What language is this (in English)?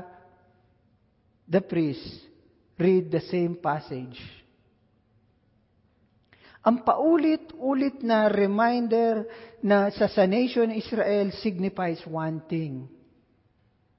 Filipino